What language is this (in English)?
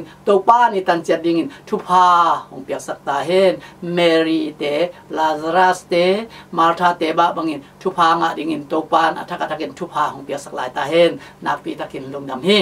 Tedim Chin